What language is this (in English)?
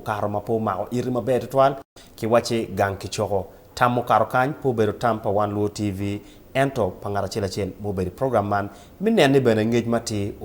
Acoli